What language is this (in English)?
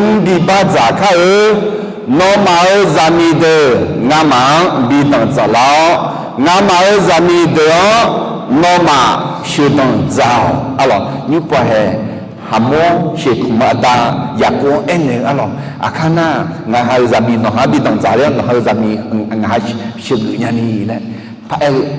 Akha